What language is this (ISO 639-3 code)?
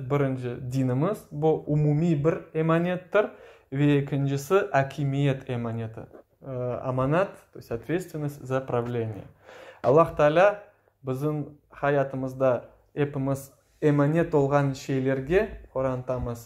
crh